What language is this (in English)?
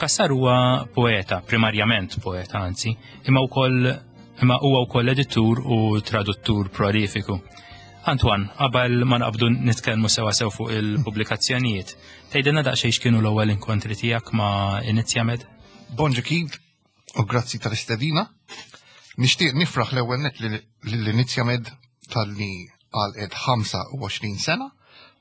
Maltese